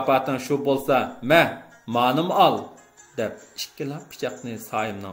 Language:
Uyghur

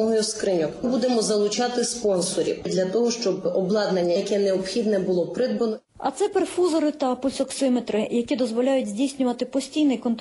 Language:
Ukrainian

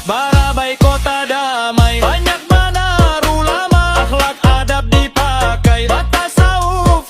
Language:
Banjar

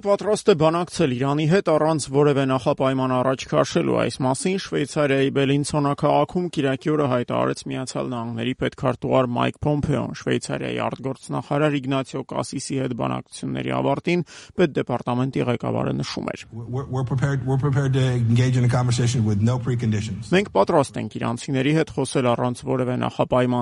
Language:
Armenian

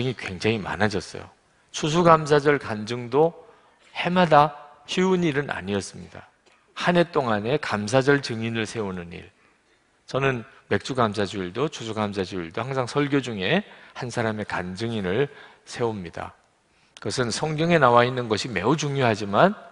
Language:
Korean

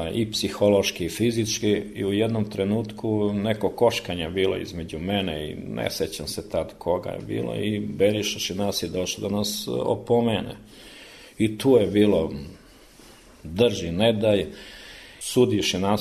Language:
Serbian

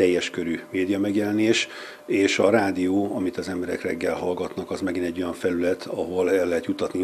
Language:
Hungarian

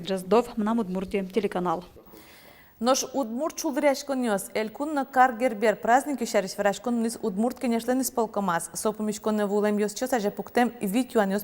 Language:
Udmurt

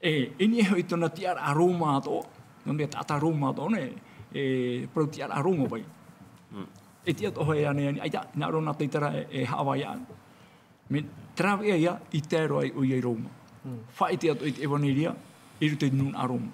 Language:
Tahitian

